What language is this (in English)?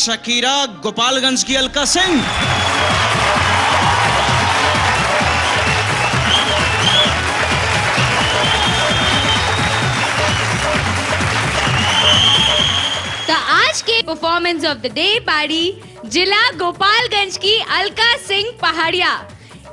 Bhojpuri